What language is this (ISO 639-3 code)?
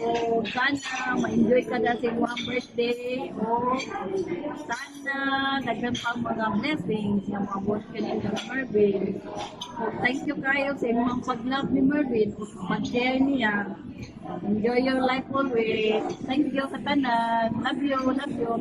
ceb